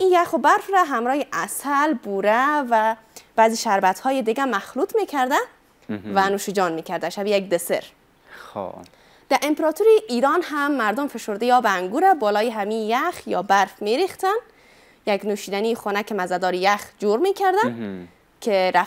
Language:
Persian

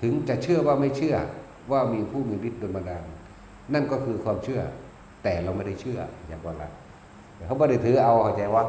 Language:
Northeastern Thai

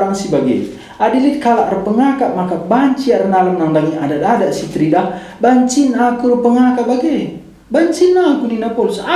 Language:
Batak Karo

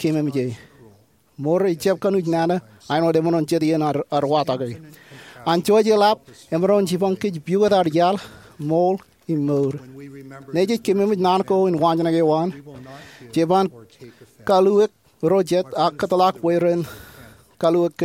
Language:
Marshallese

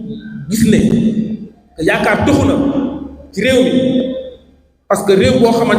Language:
Wolof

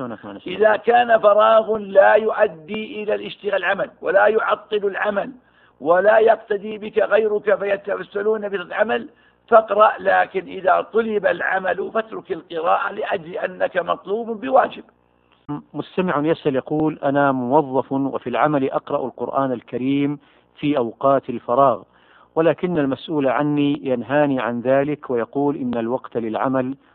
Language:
Arabic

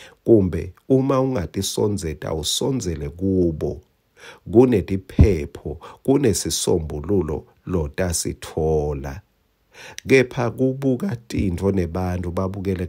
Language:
Swati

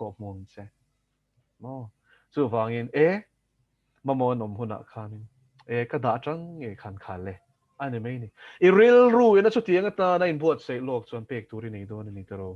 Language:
Mizo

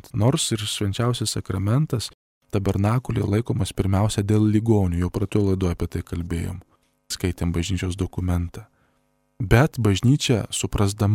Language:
Lithuanian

